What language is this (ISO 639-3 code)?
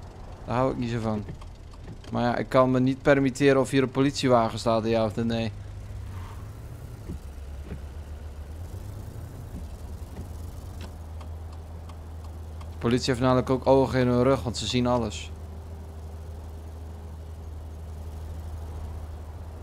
nld